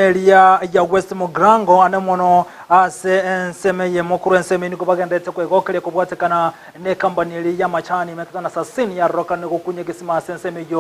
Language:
Gusii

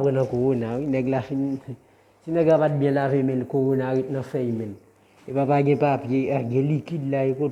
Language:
Haitian Creole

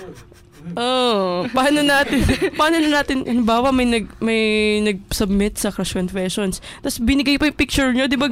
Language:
Filipino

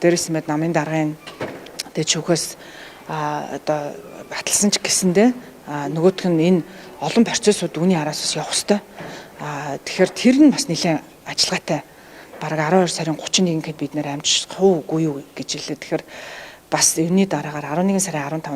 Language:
Mongolian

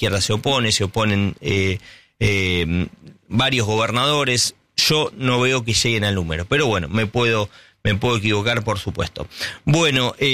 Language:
Spanish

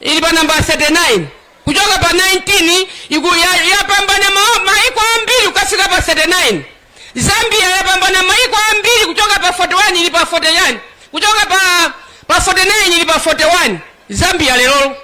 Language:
Nyanja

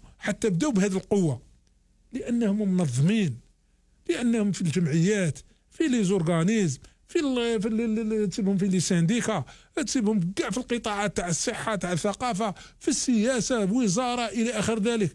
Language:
Algerian Arabic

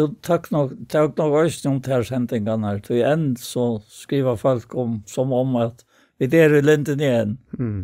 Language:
Faroese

